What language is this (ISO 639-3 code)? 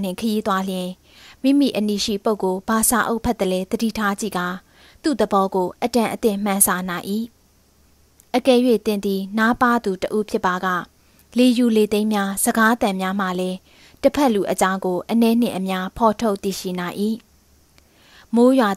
mya